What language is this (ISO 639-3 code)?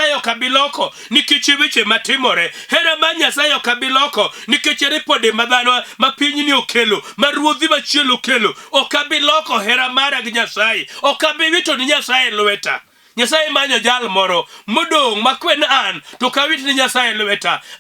luo